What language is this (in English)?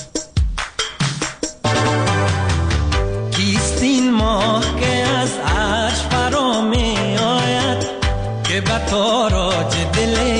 Persian